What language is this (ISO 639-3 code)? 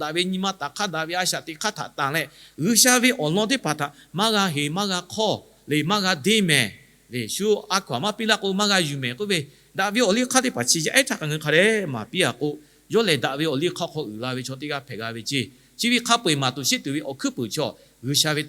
lhu